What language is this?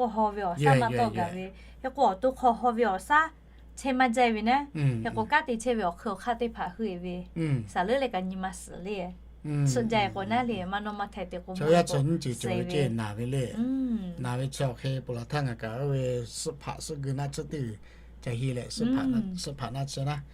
Lahu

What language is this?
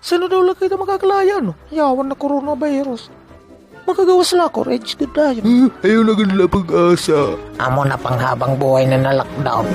Waray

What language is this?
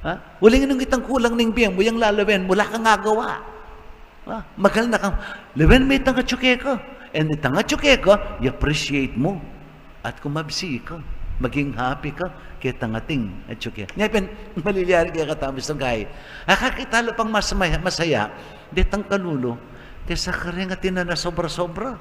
Pampanga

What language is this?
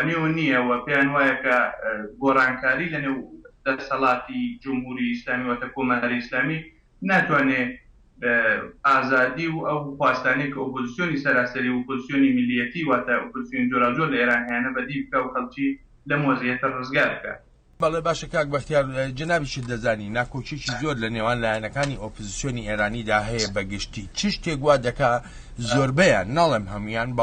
Central Kurdish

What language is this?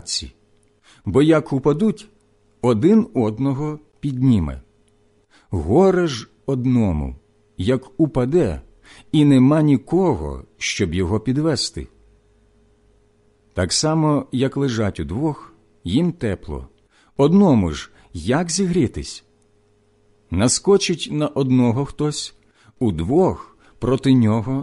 Ukrainian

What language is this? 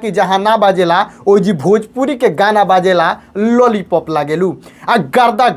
Bhojpuri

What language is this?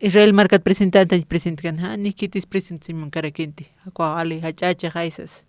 Aymara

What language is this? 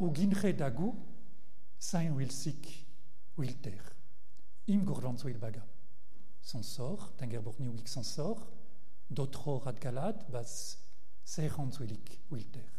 Breton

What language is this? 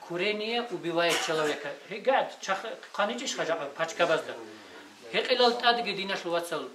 Avaric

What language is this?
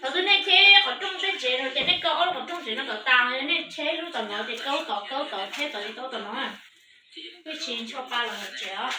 Hmong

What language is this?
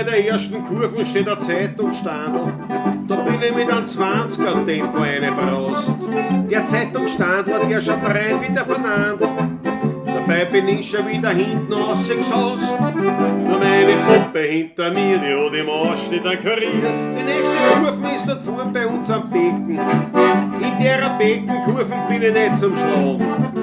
Bavarian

